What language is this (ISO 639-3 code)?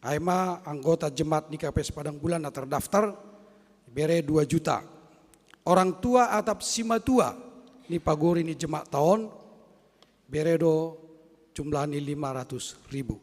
bts